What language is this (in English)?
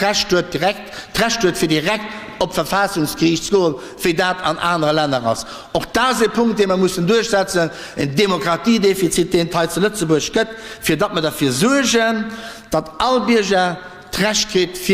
Luxembourgish